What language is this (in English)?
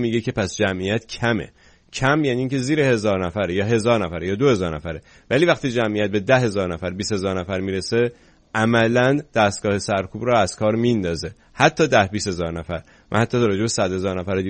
Persian